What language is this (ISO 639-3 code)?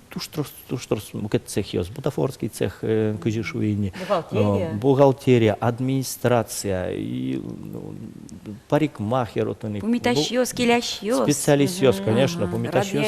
udm